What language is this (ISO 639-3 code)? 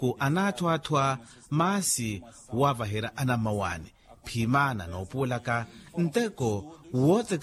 vmw